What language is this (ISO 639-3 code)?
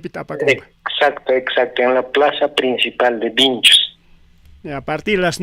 quy